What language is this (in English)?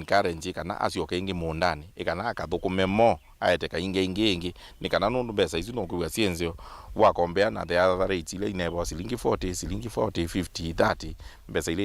Kamba